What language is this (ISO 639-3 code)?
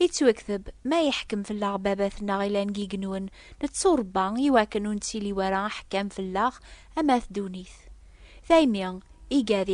kab